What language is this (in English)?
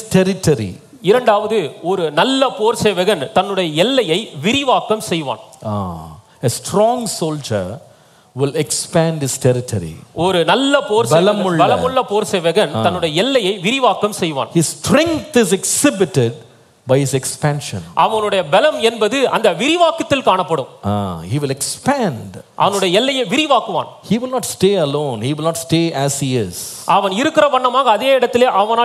Tamil